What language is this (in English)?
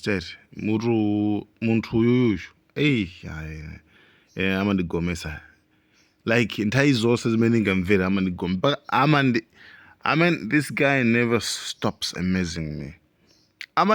Nyanja